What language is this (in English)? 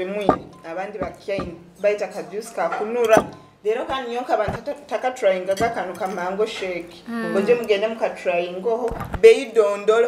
Nyoro